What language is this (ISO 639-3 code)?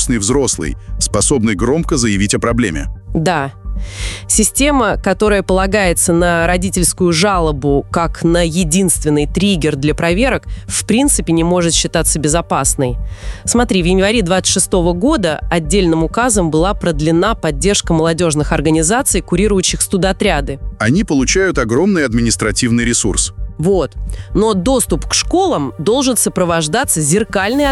rus